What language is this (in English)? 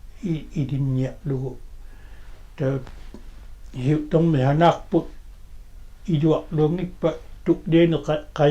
Kalaallisut